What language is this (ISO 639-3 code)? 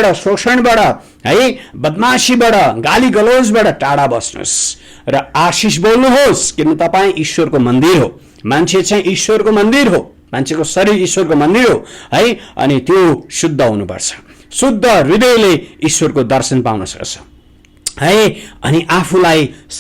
nep